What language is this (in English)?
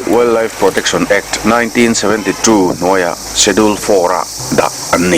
Mizo